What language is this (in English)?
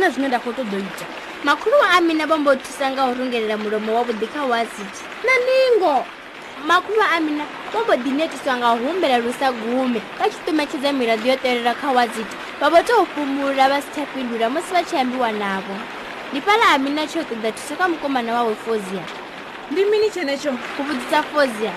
Venda